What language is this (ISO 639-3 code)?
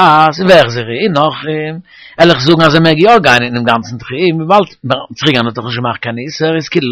yid